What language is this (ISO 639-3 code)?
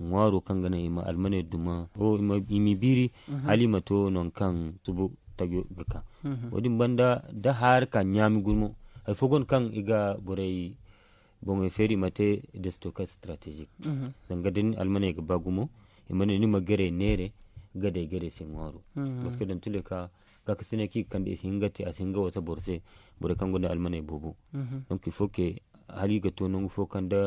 dje